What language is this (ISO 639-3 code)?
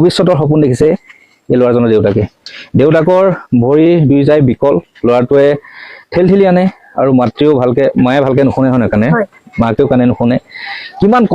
asm